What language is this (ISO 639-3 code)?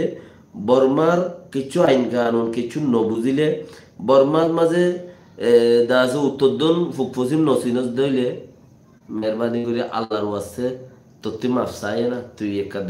rhg